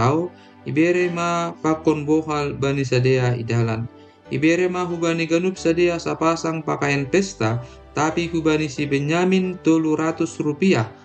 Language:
Batak Simalungun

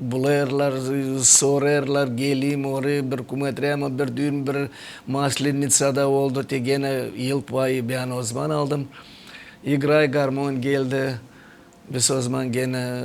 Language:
Gagauz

